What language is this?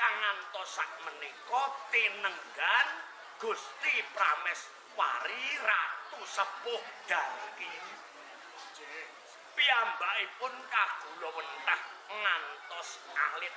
Javanese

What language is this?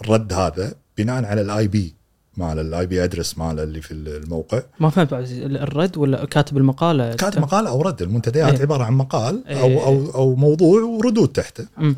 Gulf Arabic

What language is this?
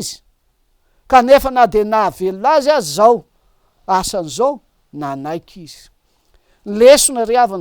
Malagasy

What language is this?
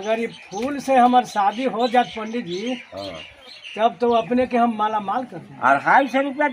Magahi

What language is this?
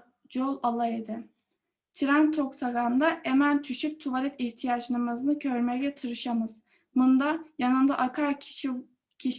Crimean Tatar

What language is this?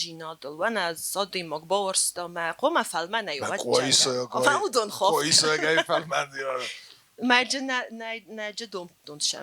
Ossetic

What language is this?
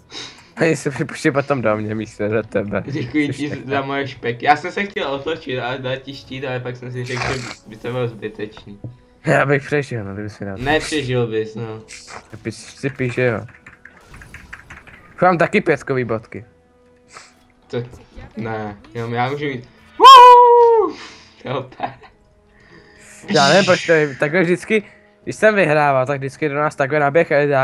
Czech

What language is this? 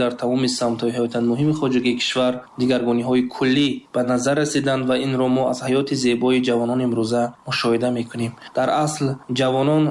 Tajik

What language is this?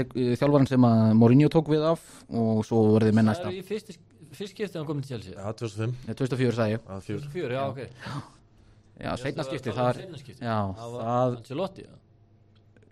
Icelandic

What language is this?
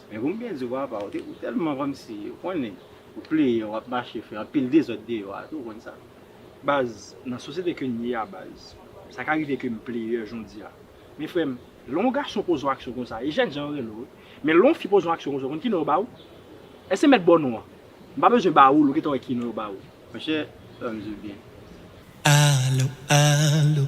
Haitian Creole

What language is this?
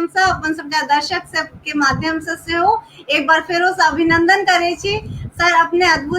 Maithili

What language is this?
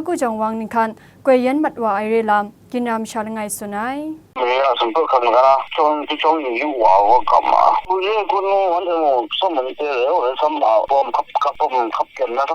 Kachin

